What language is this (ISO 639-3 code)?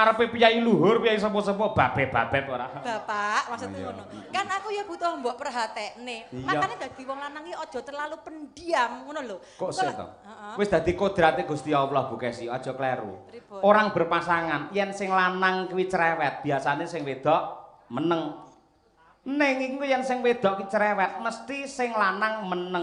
jav